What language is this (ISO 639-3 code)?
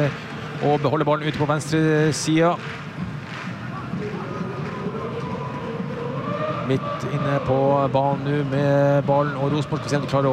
nor